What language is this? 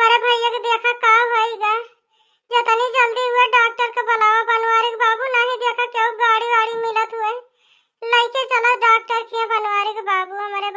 Awadhi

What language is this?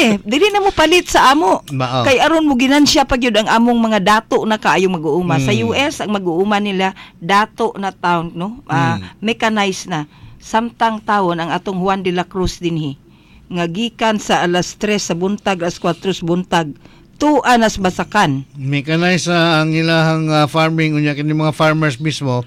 Cebuano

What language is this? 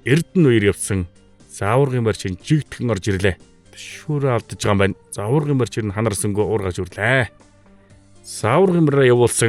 Mongolian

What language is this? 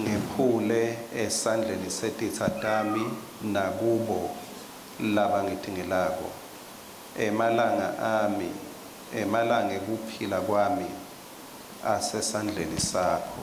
Swati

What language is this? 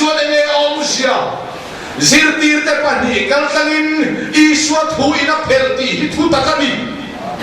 Mizo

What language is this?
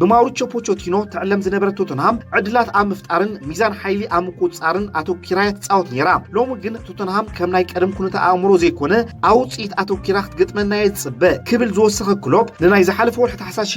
Tigrinya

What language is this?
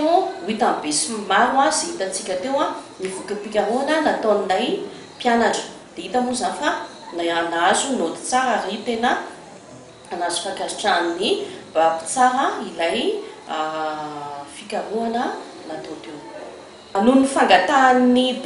Malagasy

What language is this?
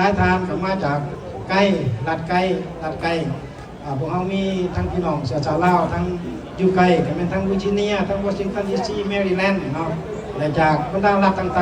Lao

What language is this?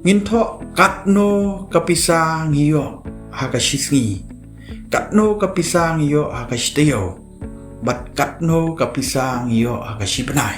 Khasi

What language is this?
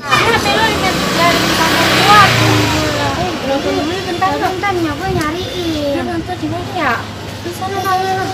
Betawi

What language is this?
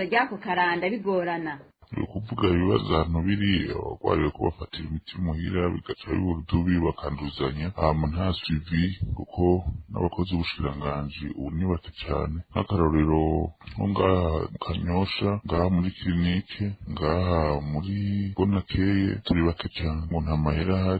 Rundi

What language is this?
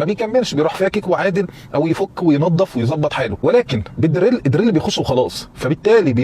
Egyptian Arabic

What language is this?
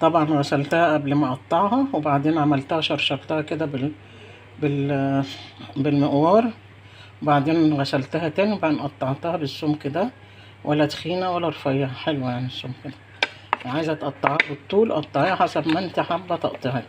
Egyptian Arabic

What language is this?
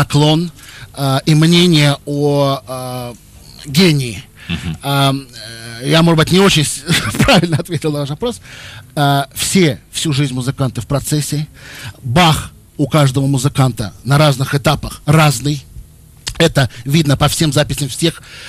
Russian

